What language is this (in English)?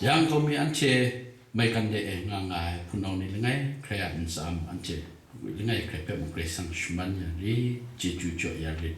Kachin